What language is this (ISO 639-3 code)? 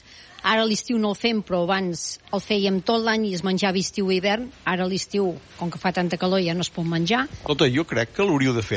cat